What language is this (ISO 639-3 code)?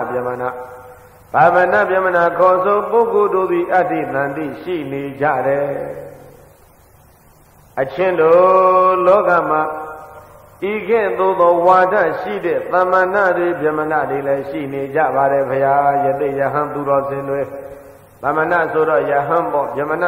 mya